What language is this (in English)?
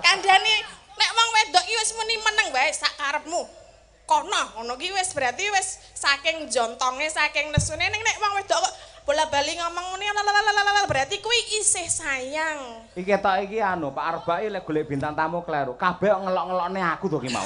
Javanese